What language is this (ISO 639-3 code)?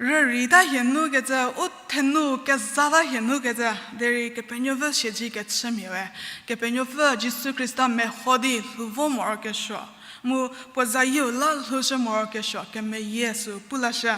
njm